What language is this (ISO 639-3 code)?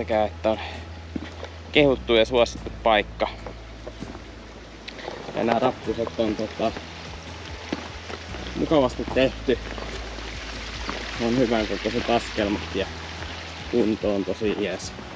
fin